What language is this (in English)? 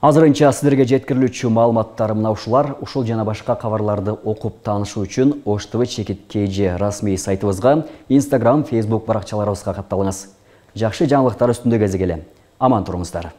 Kyrgyz